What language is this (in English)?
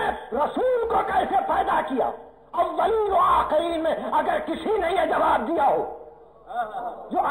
Urdu